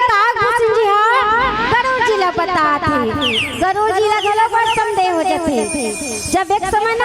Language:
Chhattisgarhi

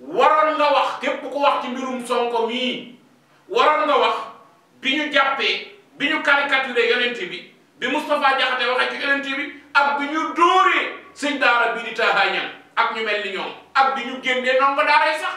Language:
Wolof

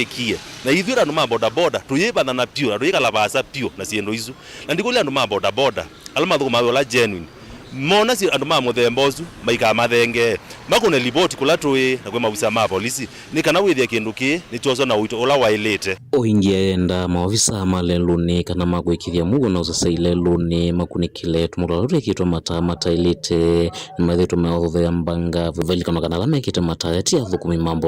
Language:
Kamba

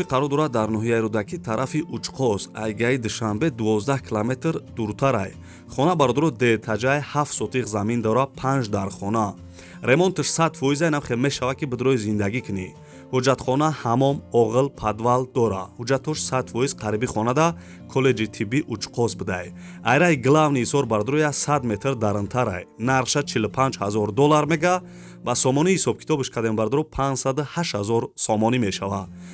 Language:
Tajik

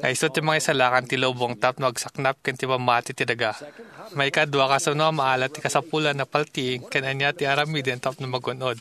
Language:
Iloko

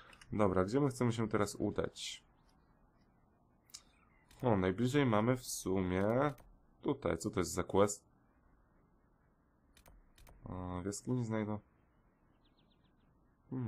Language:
Polish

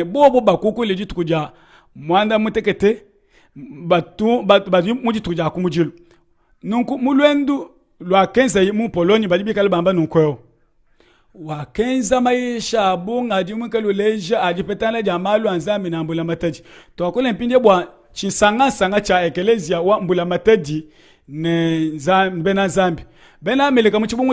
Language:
Luba-Lulua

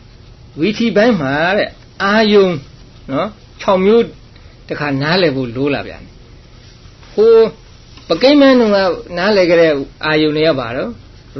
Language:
Burmese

